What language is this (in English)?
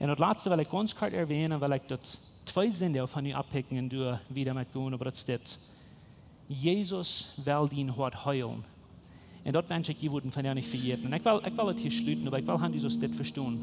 Plautdietsch